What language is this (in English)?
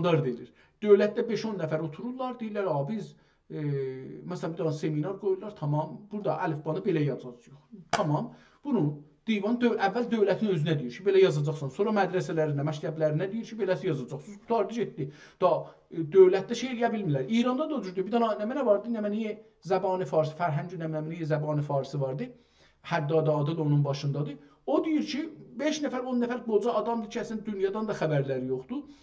South Azerbaijani